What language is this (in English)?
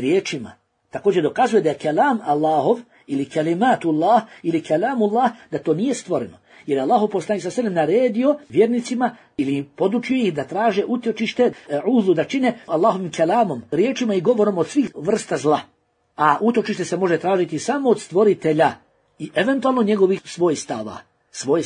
Bosnian